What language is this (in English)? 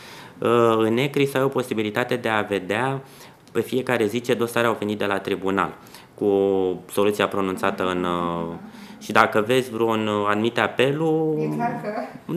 Romanian